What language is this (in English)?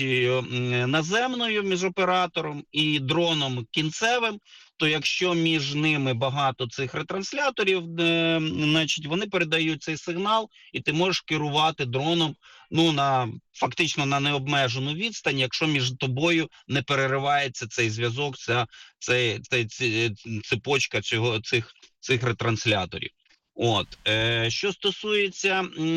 Ukrainian